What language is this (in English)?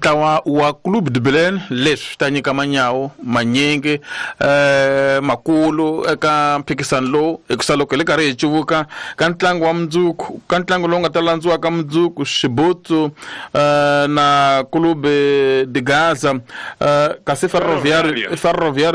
Tsonga